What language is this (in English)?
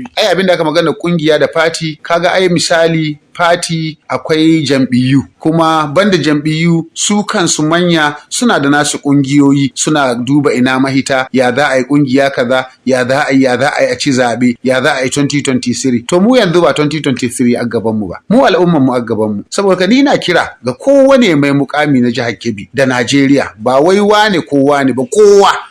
Hausa